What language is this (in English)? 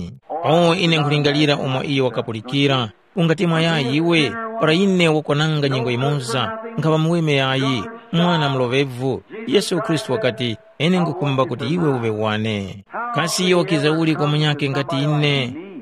Tumbuka